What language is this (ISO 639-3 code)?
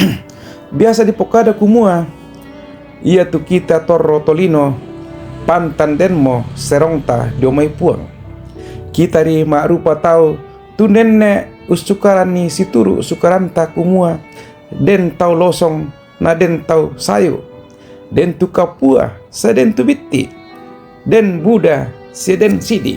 sda